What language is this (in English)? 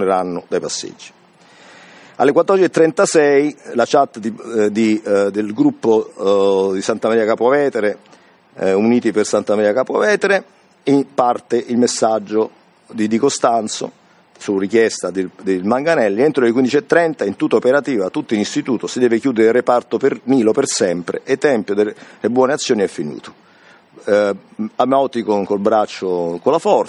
Italian